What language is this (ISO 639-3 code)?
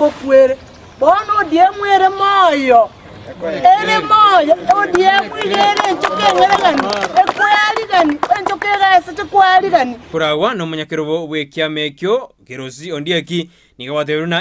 guz